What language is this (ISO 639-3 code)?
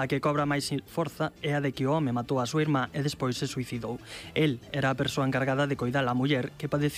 glg